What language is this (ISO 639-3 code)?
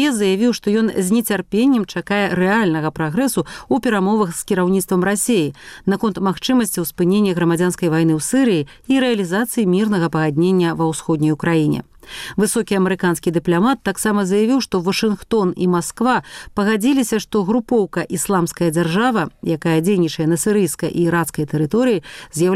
bel